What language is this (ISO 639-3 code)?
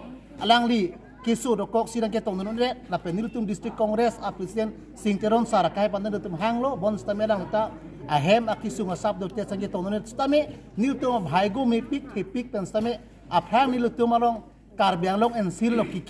mjw